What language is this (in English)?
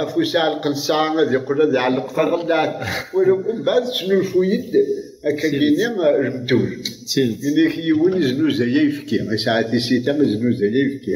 Kabyle